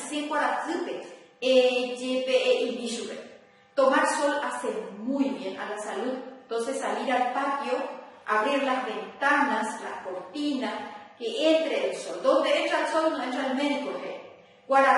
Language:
Guarani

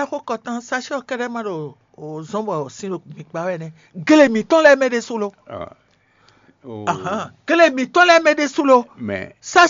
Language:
Fon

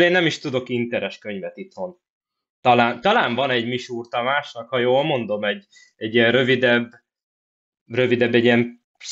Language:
Hungarian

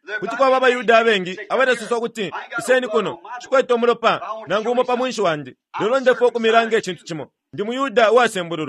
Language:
Bemba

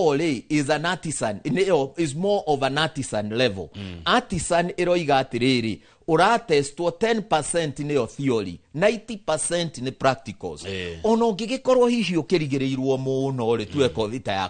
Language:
Kikuyu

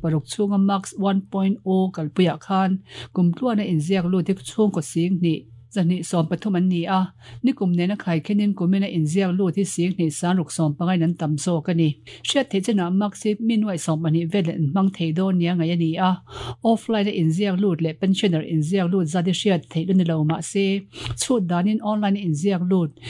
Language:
Mizo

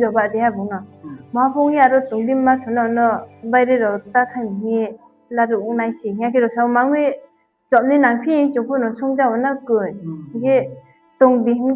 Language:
Riang (India)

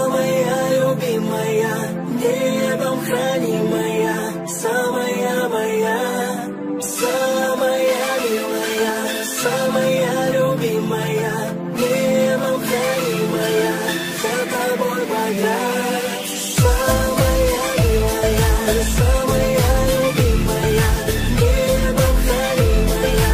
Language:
Russian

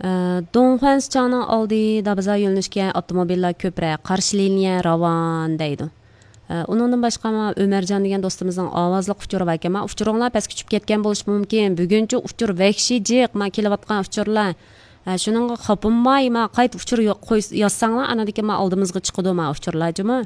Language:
Uyghur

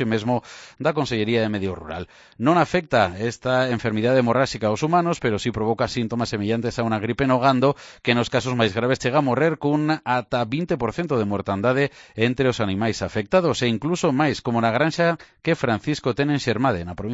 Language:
Galician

